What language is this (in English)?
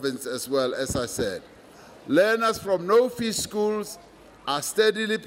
English